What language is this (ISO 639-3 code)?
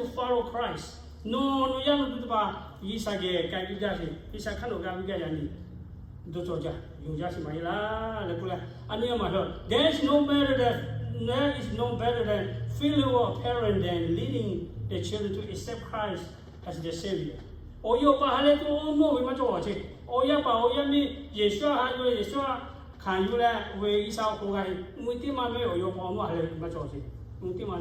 lhu